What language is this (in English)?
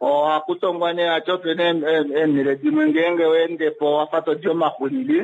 Kuanyama